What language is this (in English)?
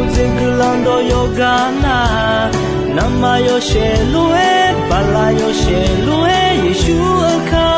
Akha